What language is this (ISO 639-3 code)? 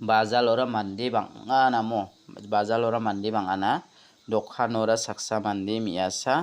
grt